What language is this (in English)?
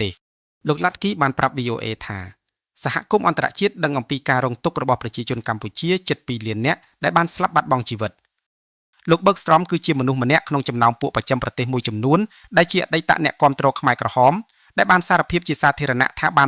Khmer